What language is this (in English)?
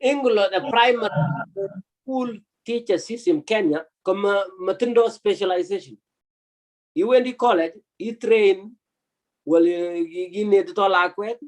Kalenjin